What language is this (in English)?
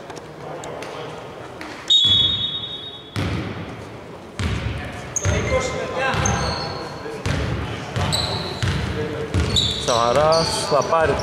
Greek